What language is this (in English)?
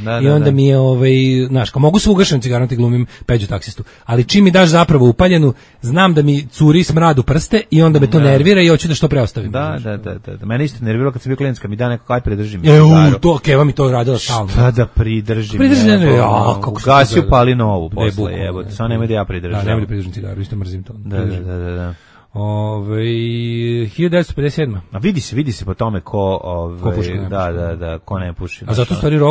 Serbian